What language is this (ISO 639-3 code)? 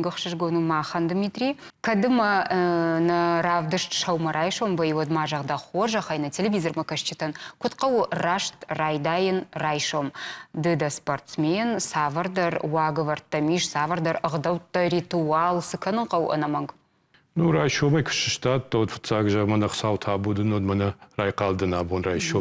oss